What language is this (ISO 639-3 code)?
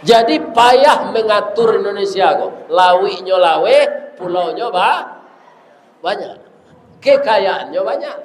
min